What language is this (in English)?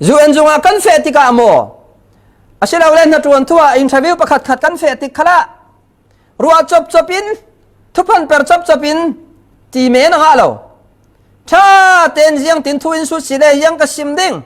Falam Chin